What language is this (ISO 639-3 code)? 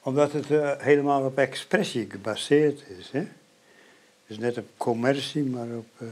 fry